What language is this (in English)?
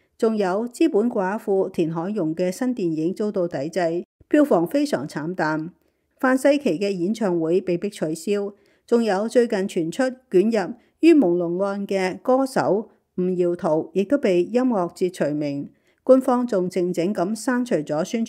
Cantonese